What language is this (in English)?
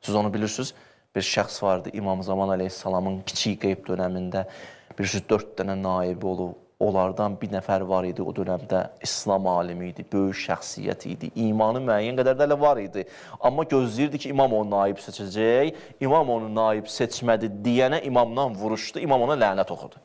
Azerbaijani